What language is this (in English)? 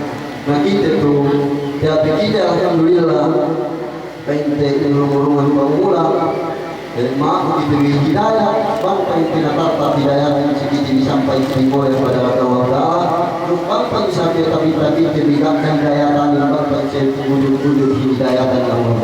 Yakan